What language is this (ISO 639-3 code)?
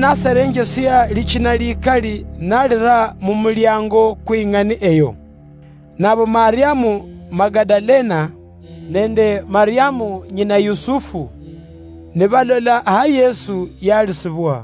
luy